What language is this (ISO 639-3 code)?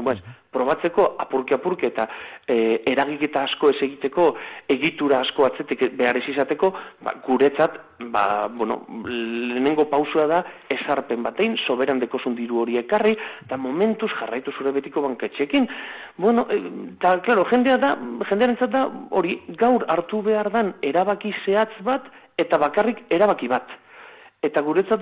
eus